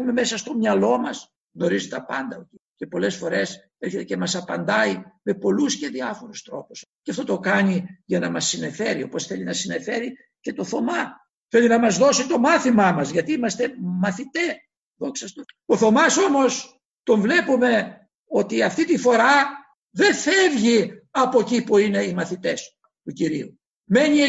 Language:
Greek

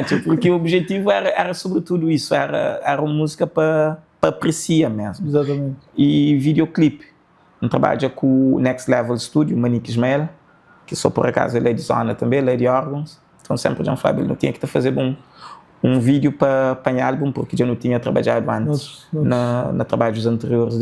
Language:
Kabuverdianu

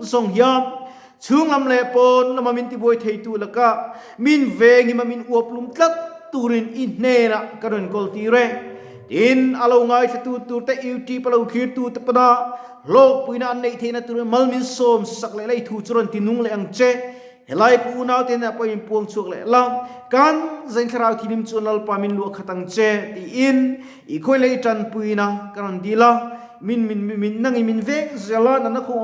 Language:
Mizo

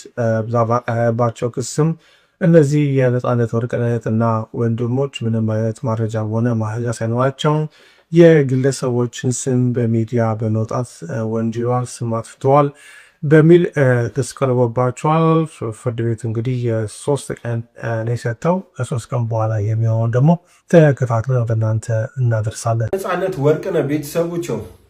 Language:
Amharic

